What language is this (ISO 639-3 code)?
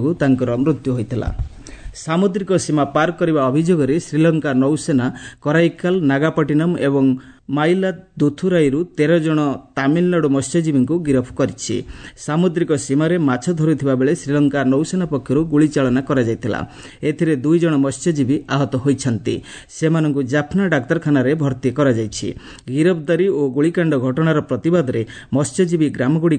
ori